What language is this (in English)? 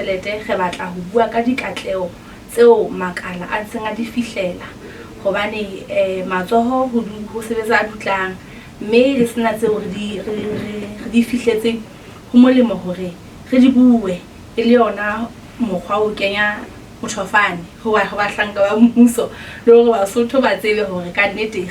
Southern Sotho